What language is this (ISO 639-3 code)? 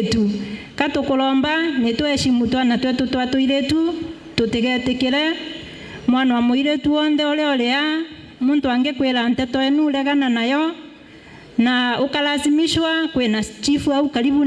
mer